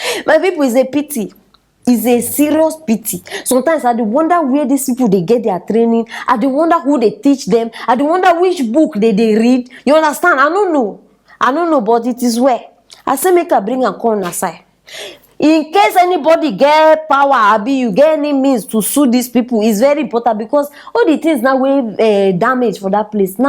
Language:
Nigerian Pidgin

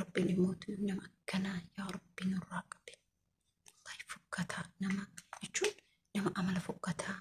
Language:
Oromo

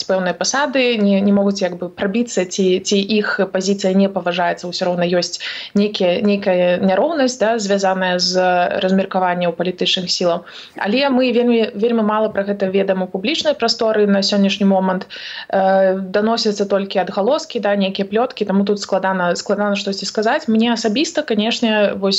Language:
Belarusian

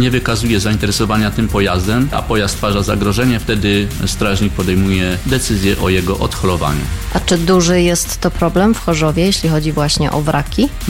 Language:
Polish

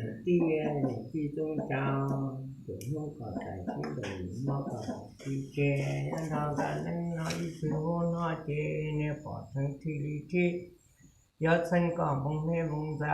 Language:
Hmong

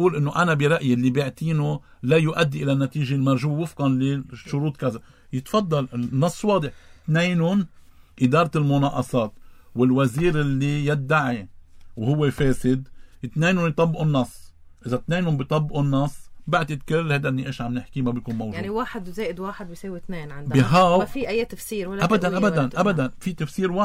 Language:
North Levantine Arabic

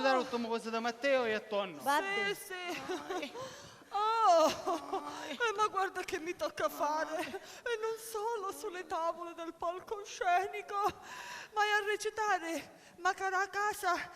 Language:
Sicilian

